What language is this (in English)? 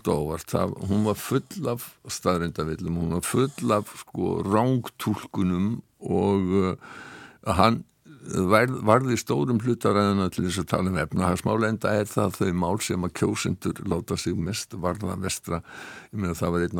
Icelandic